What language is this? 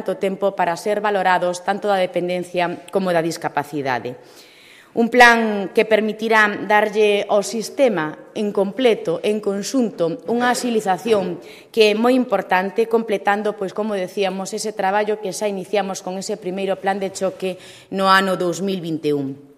Galician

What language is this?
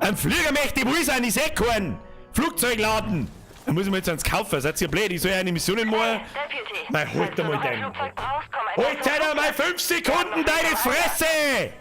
Bavarian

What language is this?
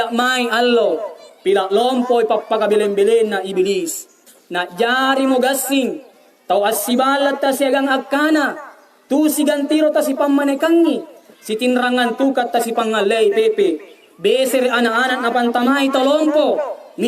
Makasar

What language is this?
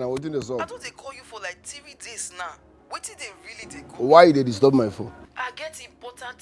Nigerian Pidgin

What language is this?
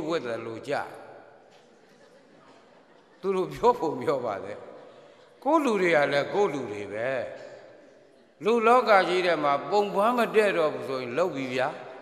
Burmese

